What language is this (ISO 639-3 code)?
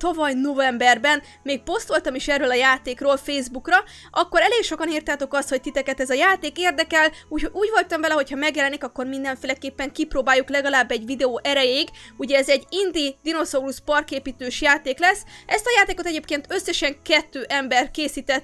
hun